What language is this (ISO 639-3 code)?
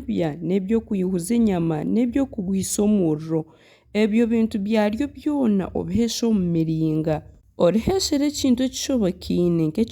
nyn